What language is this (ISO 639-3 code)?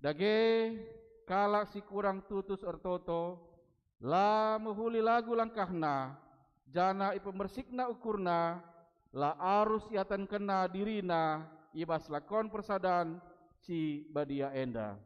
btx